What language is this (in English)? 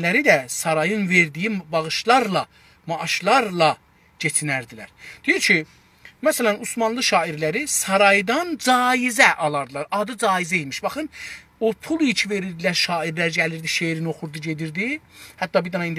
South Azerbaijani